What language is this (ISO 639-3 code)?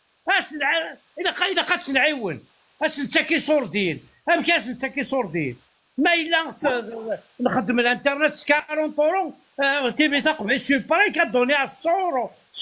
kab